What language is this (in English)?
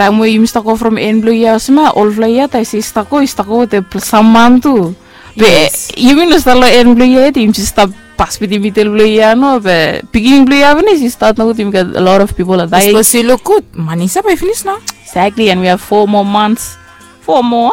Bislama